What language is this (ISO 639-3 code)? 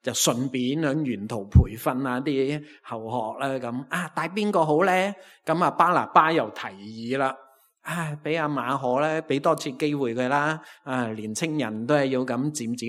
yue